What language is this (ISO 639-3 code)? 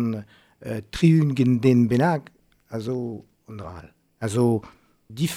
bre